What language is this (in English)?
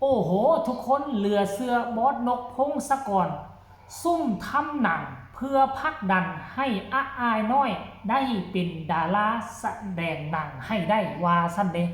Lao